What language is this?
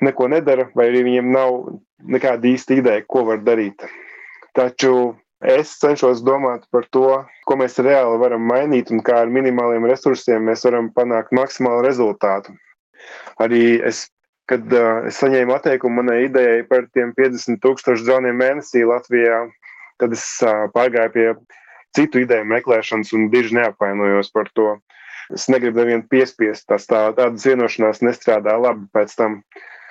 Latvian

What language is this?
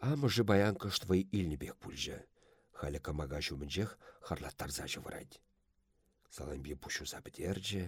Chuvash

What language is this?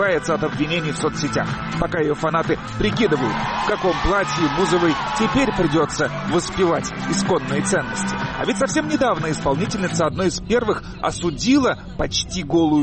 Russian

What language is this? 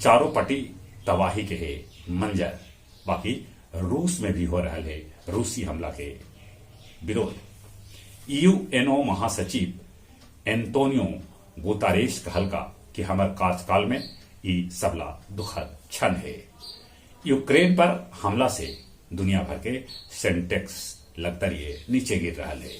Magahi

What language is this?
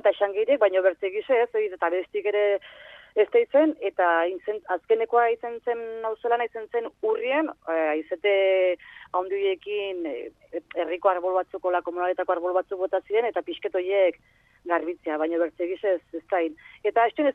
Basque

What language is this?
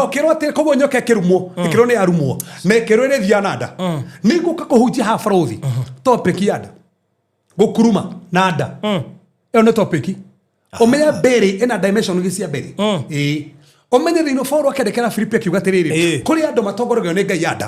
Kikuyu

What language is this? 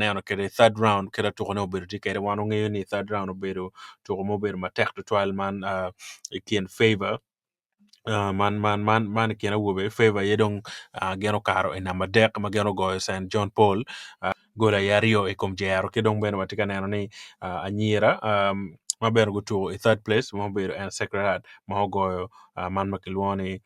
Acoli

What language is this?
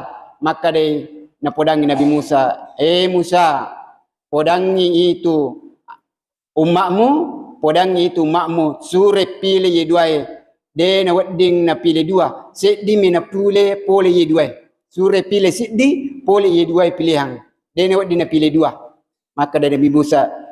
Buginese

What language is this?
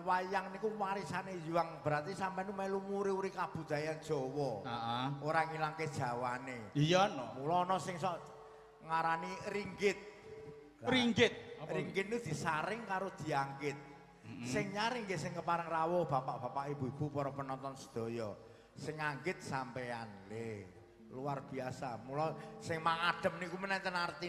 Javanese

